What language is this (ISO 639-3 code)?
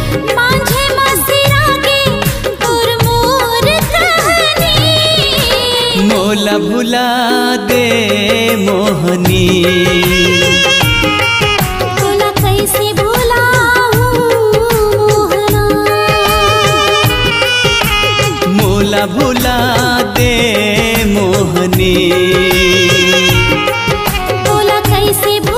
hne